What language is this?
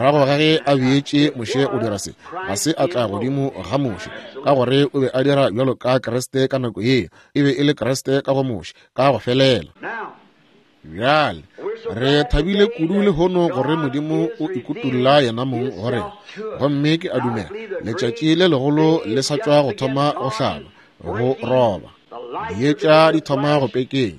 Northern Sotho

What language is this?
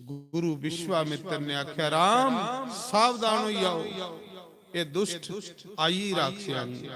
Dogri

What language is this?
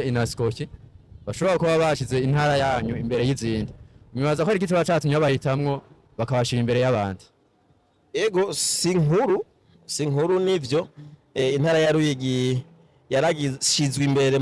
Rundi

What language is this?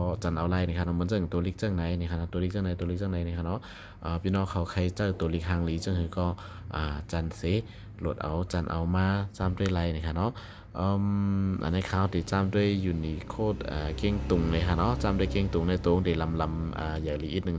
Shan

